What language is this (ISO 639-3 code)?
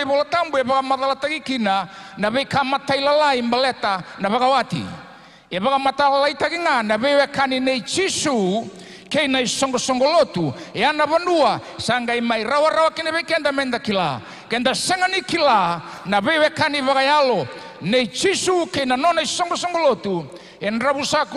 fij